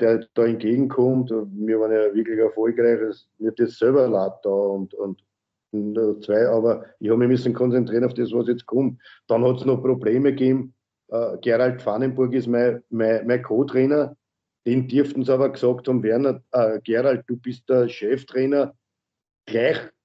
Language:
German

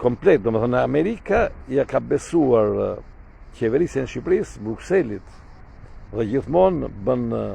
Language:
Albanian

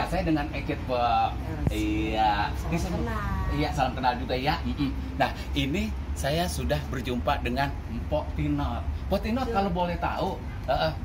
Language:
Betawi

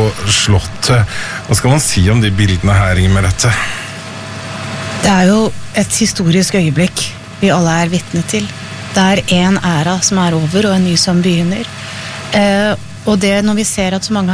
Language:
Norwegian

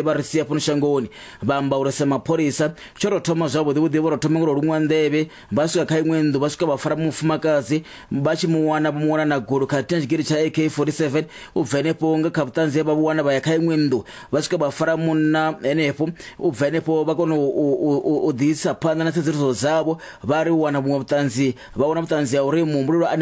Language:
Venda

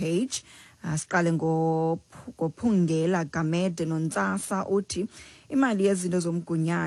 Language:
Xhosa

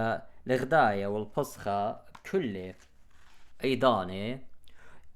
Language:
Assyrian Neo-Aramaic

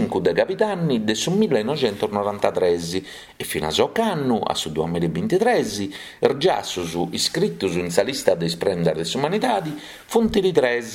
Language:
Sardinian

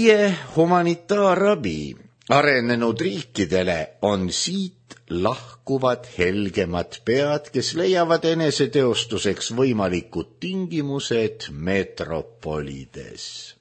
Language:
Estonian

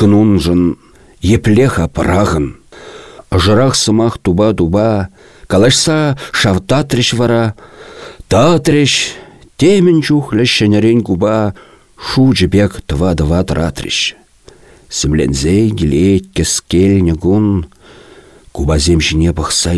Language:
Chuvash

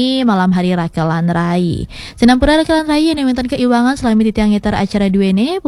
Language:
Balinese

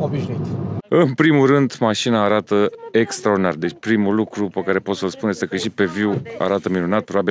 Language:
Romanian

